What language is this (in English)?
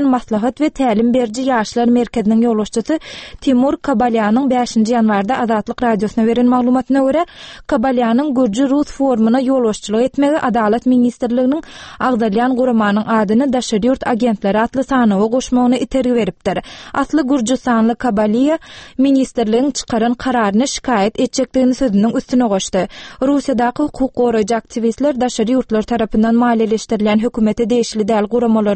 Turkmen